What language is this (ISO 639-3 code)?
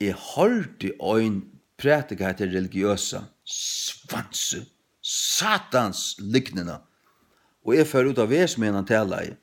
fao